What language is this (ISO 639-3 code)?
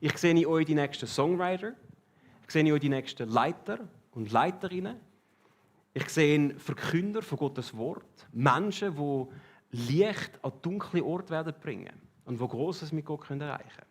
gsw